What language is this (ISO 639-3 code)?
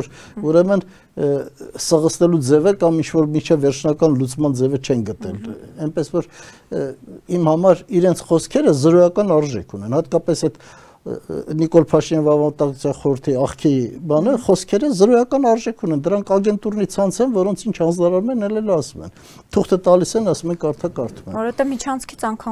hye